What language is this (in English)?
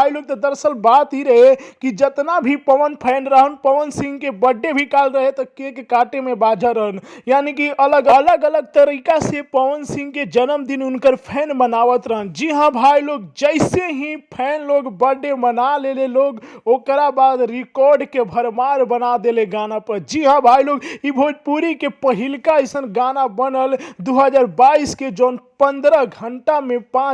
Bhojpuri